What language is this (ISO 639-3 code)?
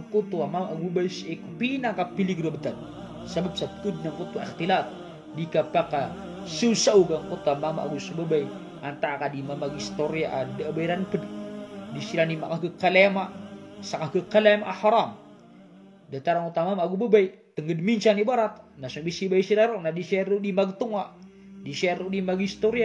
mrw